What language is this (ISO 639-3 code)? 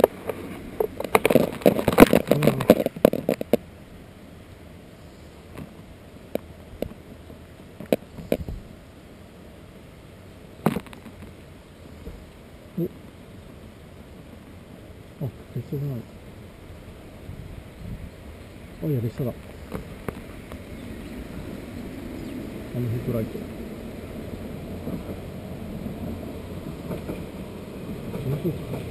jpn